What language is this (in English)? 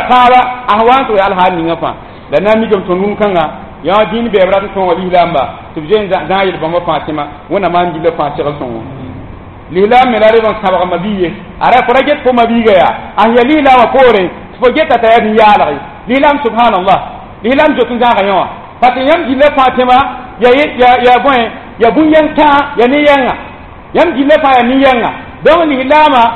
Mossi